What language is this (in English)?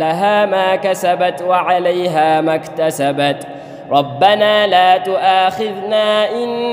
Arabic